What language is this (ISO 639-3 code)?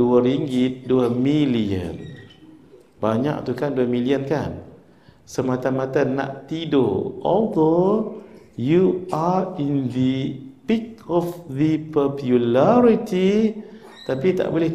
msa